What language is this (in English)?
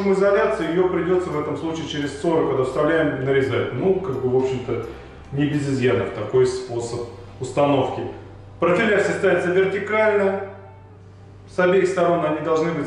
Russian